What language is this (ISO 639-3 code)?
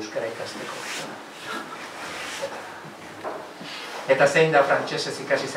eus